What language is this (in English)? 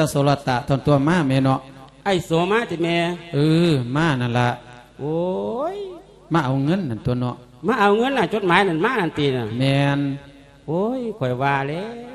Lao